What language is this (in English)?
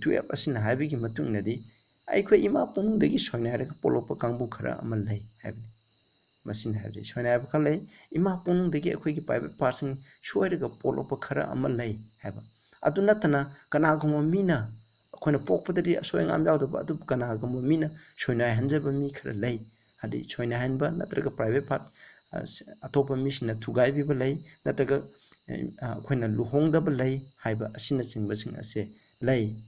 Manipuri